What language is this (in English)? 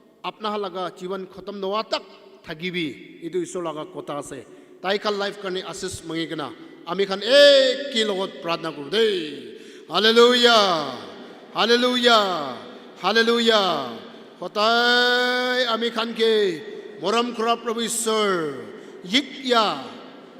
Naga Pidgin